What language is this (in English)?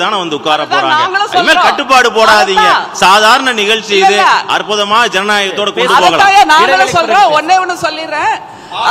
Tamil